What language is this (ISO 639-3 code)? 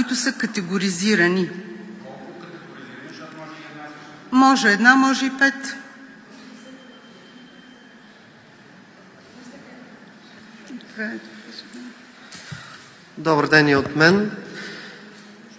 bul